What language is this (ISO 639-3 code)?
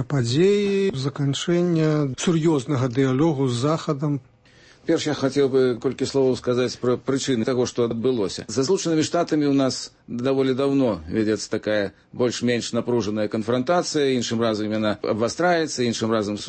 bel